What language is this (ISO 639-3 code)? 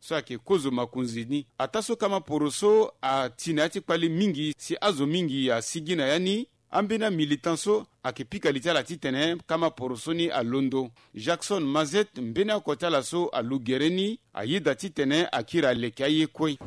sag